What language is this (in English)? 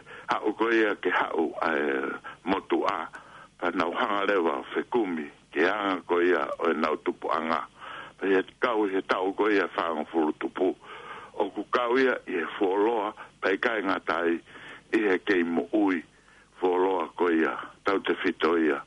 Tongan